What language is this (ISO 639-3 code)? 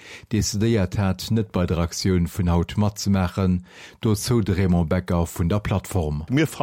ltz